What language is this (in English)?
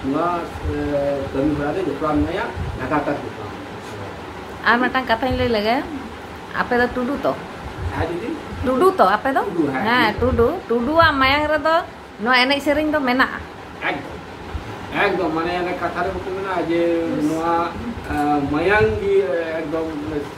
Santali